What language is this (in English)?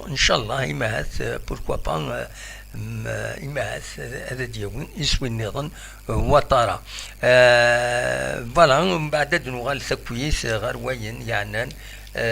Kabyle